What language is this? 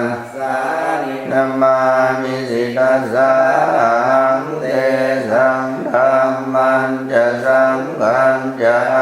Pali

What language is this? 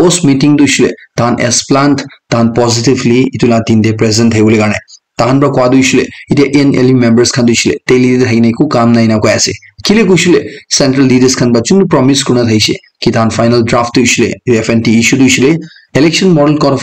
Naga Pidgin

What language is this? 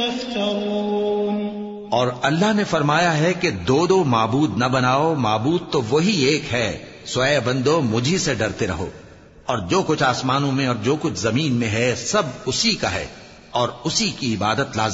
Urdu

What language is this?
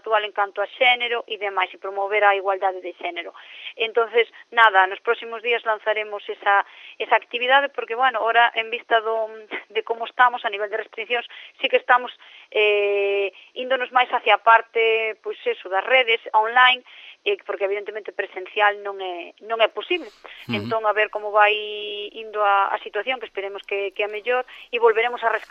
Galician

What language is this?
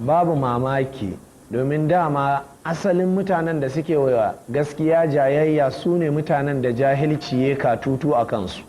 Hausa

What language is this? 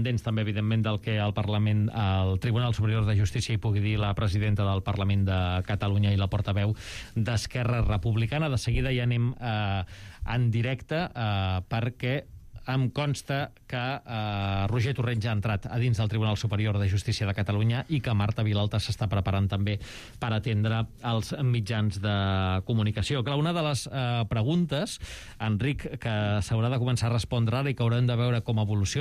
Catalan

